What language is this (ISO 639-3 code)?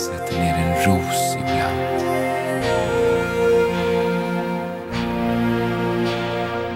swe